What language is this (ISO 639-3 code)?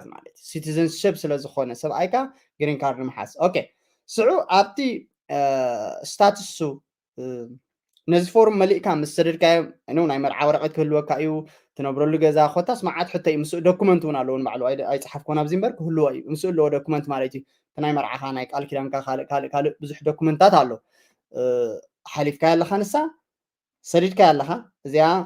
tir